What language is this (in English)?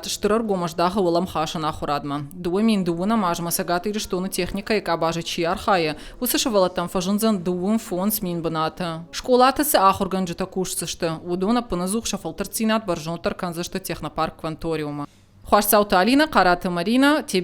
Ossetic